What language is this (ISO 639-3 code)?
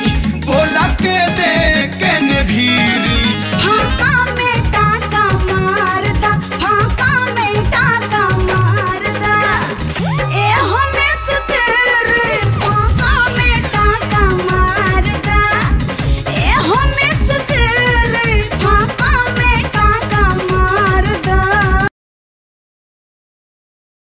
bho